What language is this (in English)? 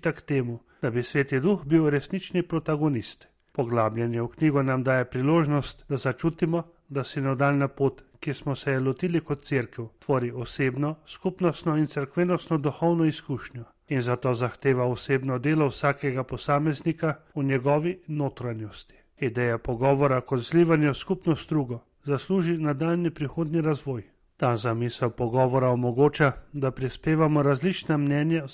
Slovenian